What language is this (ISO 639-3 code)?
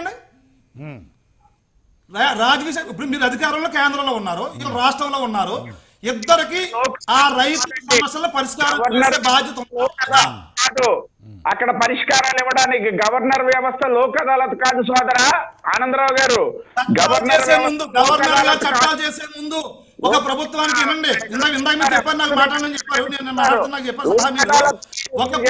tel